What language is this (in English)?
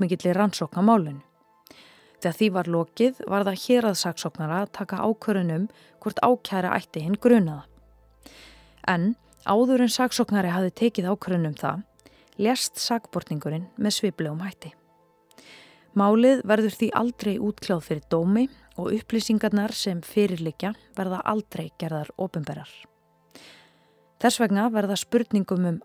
Icelandic